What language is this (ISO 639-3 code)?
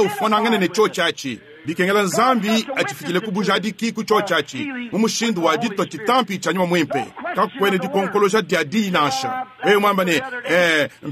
lua